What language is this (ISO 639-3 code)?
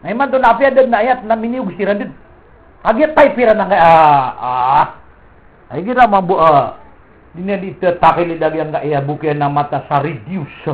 mrw